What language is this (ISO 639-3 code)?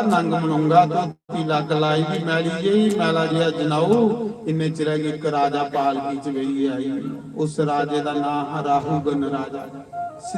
doi